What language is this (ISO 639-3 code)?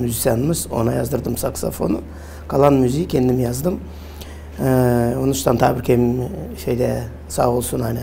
gag